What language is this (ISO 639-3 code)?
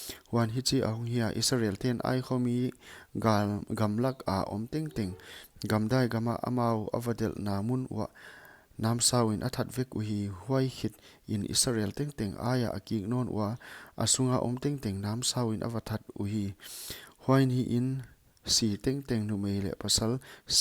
pck